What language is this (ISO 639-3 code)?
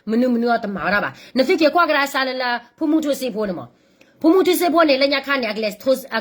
ksw